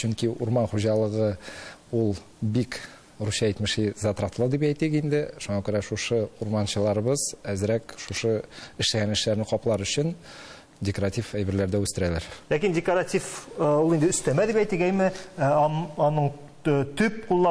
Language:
Tatar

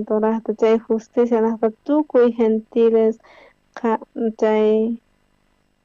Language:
South Bolivian Quechua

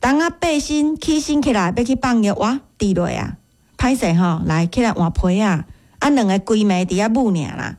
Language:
Min Nan Chinese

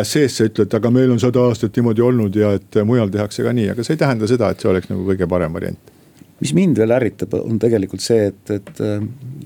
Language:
Estonian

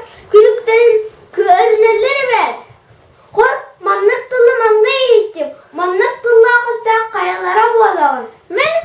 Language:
Yakut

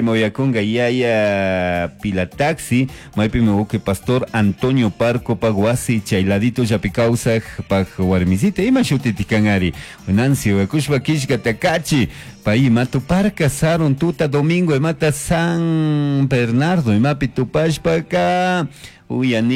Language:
Chimborazo Highland Quichua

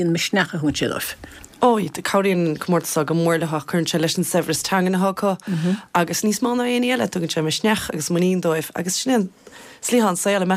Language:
Irish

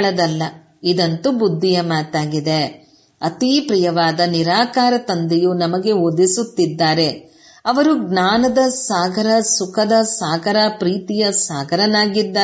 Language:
Kannada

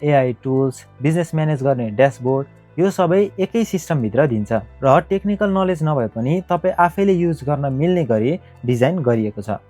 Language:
Nepali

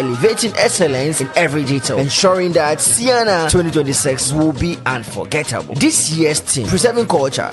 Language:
Ewe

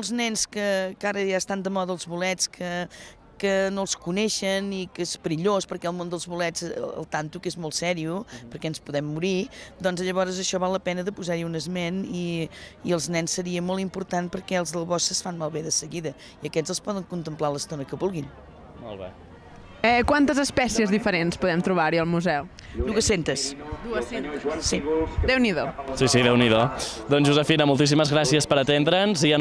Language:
Catalan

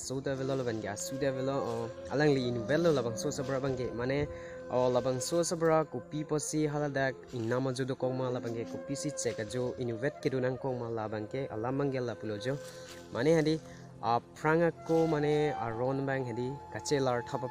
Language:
Karbi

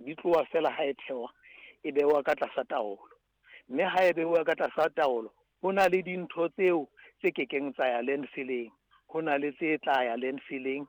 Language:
Southern Sotho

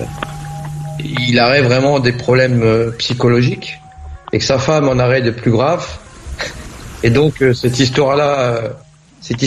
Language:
French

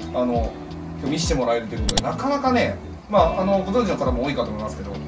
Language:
Japanese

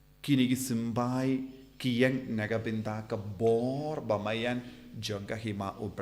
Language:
Khasi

